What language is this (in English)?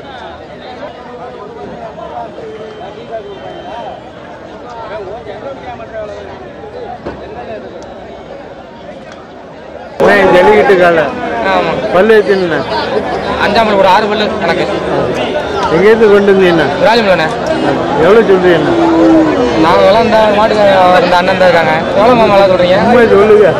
Tamil